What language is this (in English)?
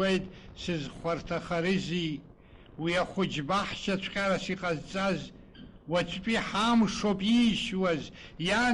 Abkhazian